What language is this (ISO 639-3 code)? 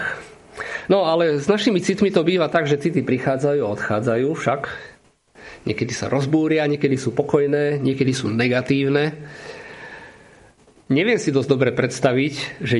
slk